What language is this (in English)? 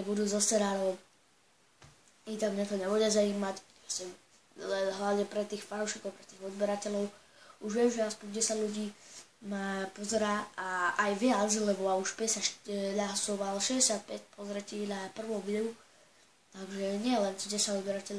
Slovak